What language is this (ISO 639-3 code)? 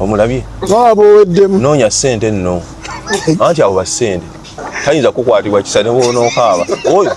lug